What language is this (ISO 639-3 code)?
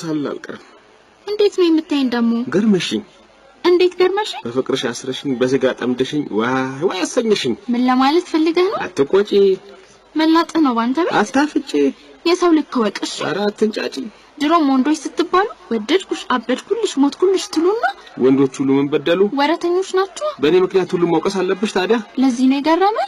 amh